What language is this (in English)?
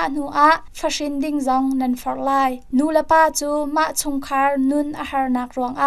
Hakha Chin